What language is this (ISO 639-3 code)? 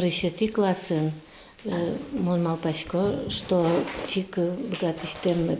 udm